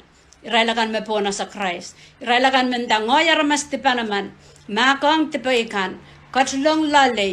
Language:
Pohnpeian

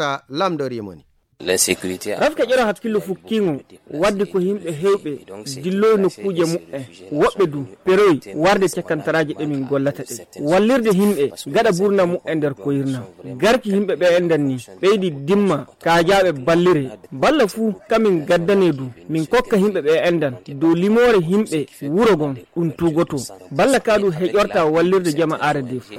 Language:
Nigerian Fulfulde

